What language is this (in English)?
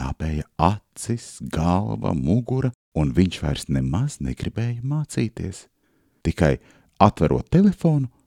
Latvian